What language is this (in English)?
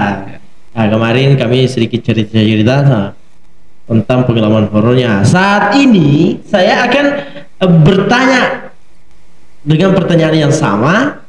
Indonesian